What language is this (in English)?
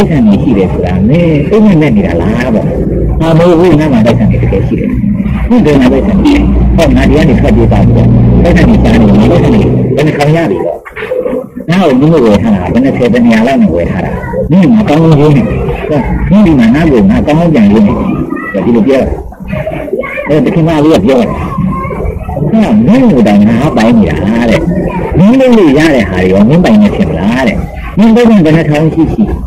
Burmese